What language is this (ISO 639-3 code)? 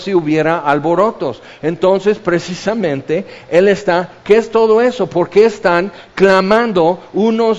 spa